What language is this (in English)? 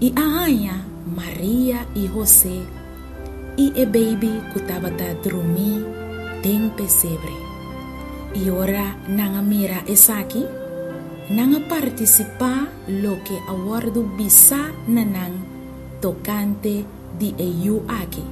Papiamento